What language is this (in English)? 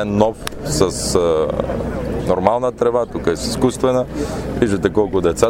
Bulgarian